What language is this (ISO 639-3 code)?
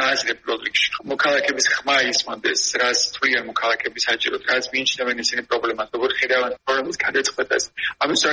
kat